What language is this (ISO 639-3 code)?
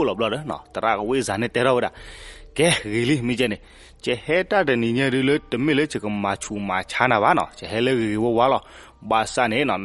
ksw